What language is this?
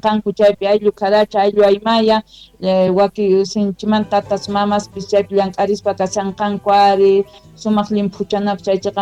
Quechua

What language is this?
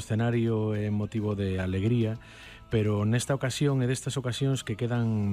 Galician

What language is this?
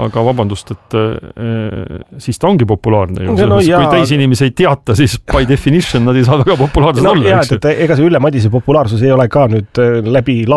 Estonian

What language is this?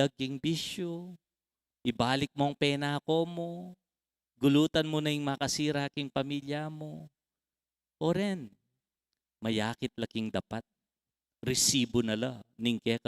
Pampanga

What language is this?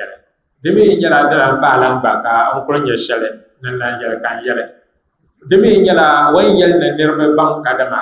Dagbani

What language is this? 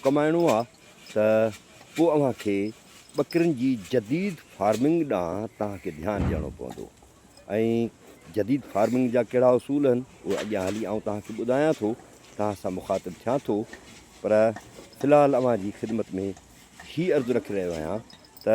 Sindhi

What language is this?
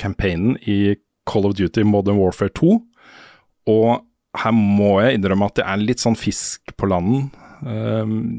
Norwegian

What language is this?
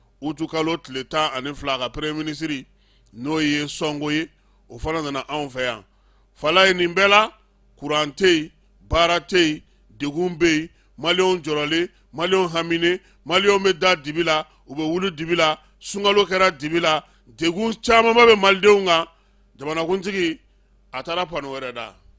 Bambara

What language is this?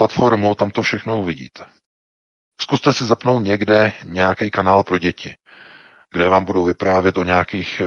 Czech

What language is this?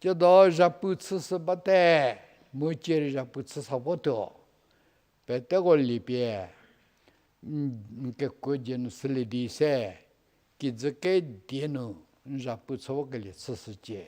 Angami Naga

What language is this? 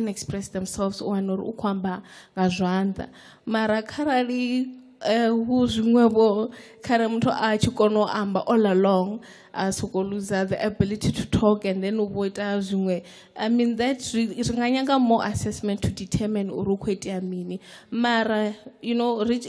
Venda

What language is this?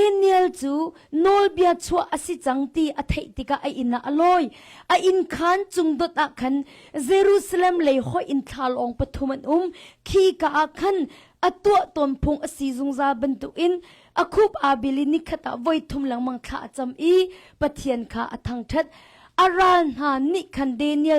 Hakha Chin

